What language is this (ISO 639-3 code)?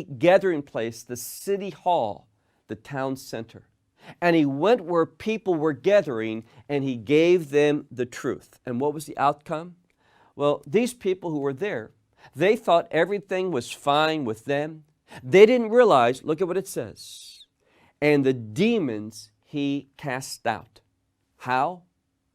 eng